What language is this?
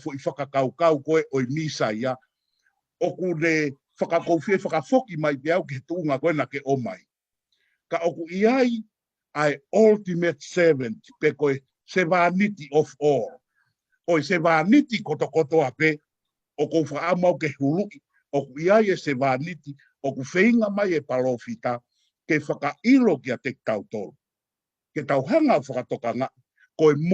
Tongan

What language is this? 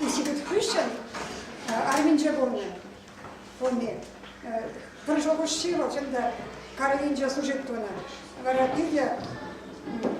Chuvash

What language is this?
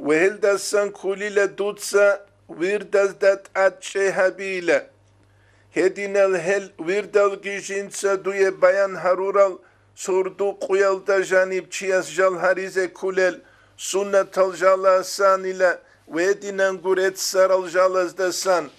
Avaric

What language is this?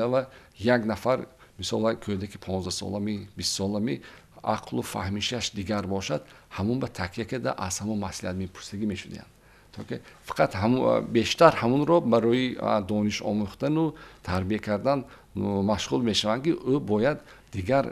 Tajik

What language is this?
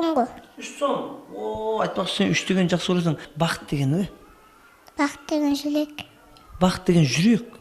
Kara-Kalpak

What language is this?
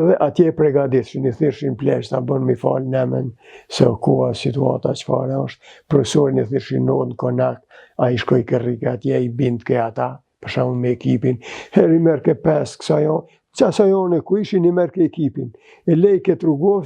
Albanian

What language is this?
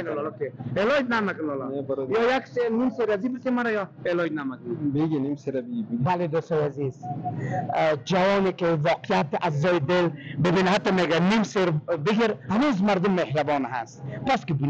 Persian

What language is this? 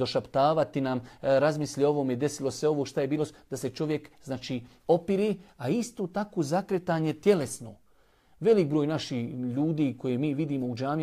Bosnian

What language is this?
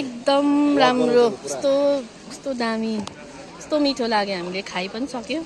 Nepali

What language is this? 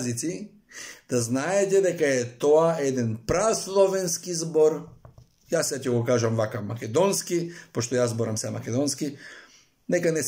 Macedonian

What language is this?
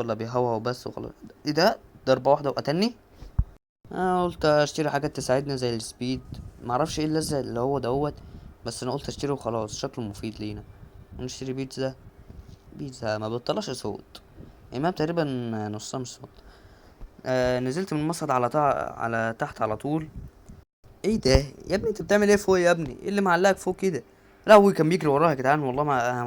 Egyptian Arabic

